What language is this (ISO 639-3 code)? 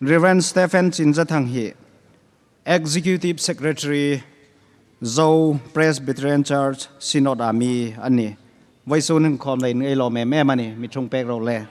hmr